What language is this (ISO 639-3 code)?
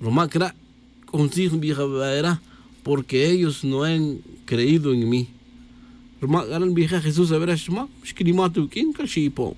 tzj